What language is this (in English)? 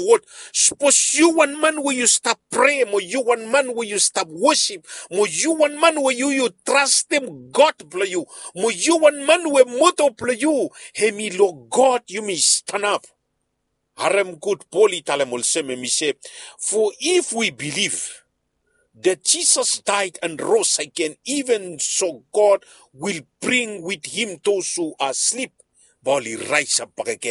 Bislama